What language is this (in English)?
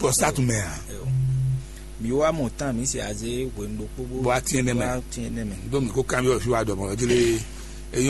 Fon